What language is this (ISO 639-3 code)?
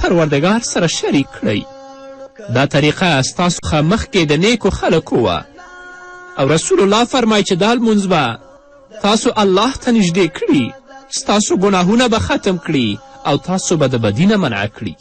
pus